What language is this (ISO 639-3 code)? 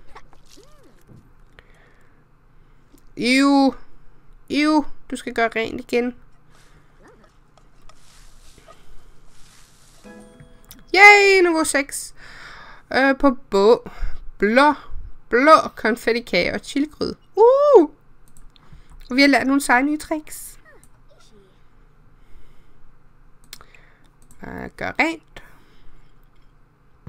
dan